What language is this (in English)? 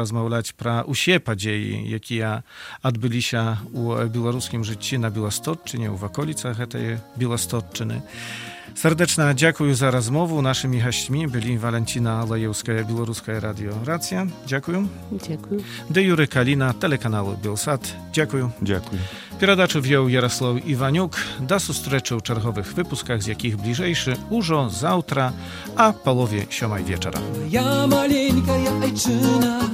Belarusian